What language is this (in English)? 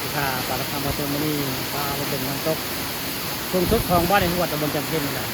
Northeastern Thai